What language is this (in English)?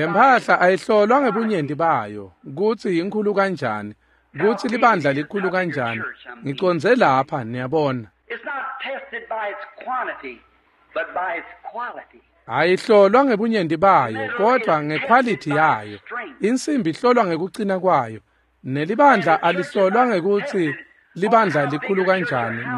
Swati